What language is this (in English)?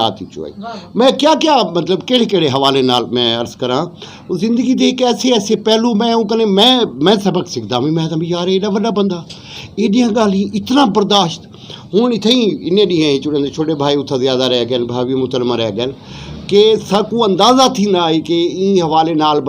Saraiki